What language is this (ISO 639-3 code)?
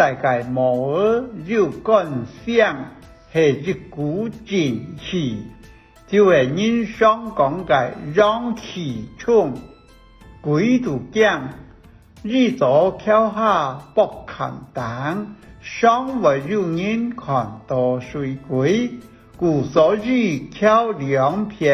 hak